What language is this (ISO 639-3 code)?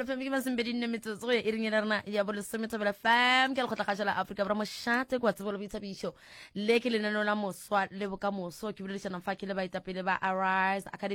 nso